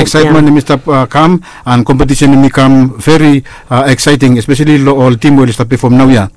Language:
Bislama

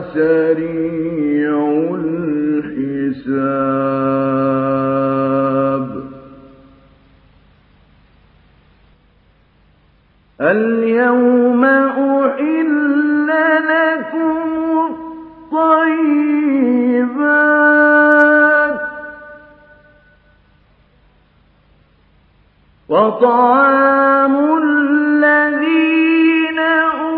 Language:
Arabic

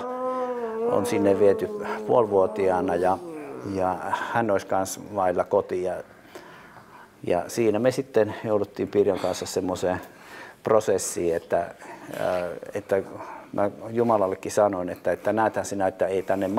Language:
Finnish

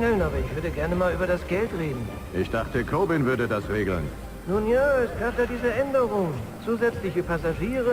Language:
Bavarian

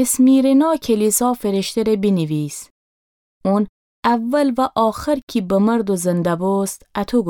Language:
Gilaki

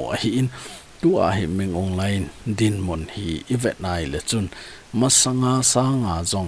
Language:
Thado Chin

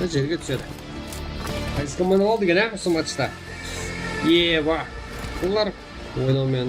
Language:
Kara-Kalpak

